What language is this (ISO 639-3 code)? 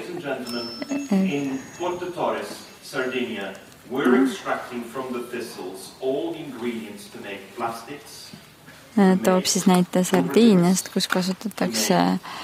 est